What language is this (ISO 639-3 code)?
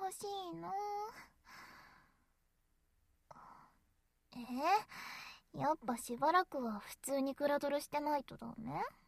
jpn